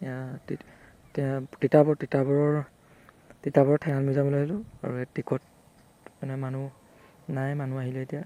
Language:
Assamese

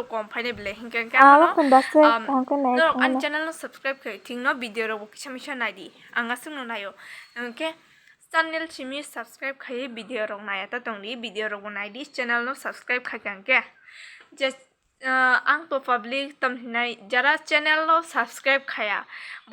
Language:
Kok Borok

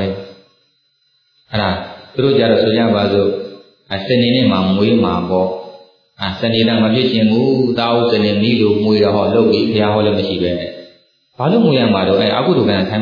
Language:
Burmese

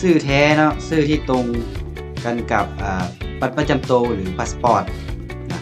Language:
Lao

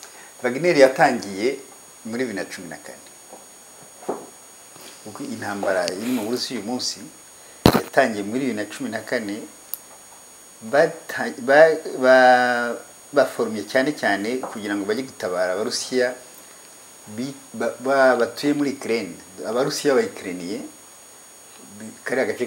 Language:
Kinyarwanda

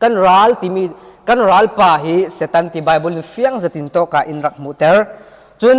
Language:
Falam Chin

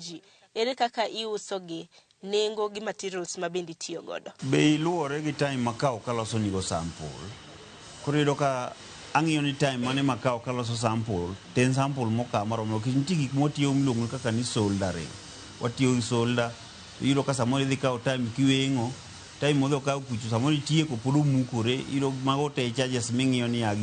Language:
Luo (Kenya and Tanzania)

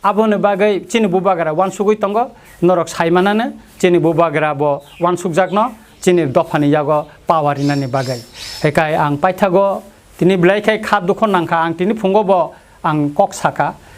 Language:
Kok Borok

